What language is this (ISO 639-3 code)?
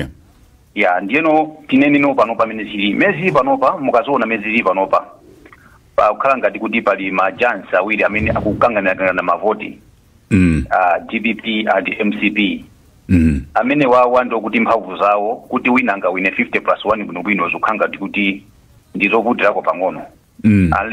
nya